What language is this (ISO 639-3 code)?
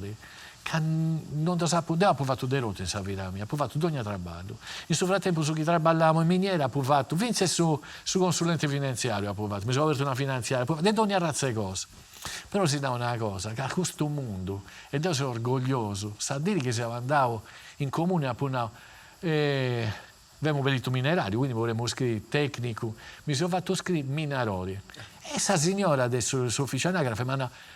srd